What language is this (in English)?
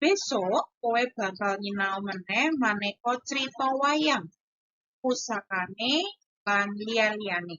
Javanese